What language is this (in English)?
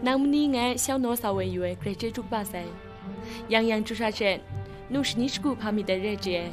Kachin